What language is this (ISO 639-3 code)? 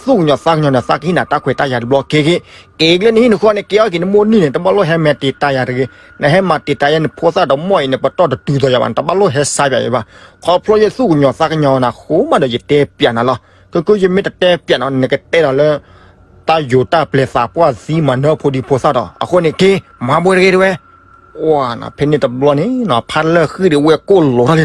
ksw